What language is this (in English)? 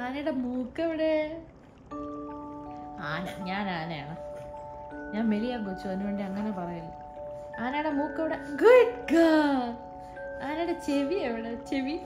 Malayalam